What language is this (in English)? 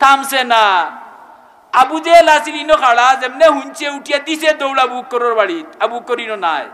Sylheti